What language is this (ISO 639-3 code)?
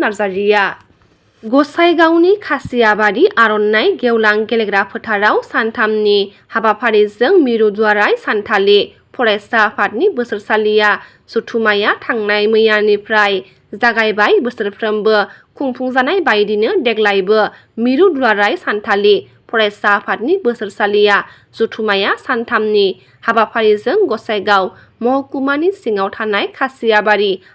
brx